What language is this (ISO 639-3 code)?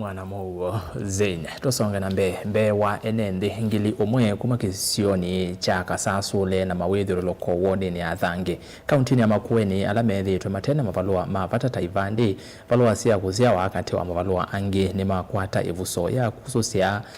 kam